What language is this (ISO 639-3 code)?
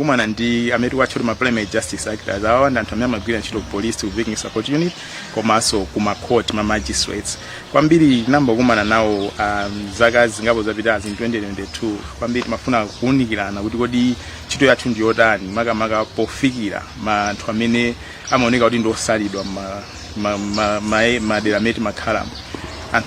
nya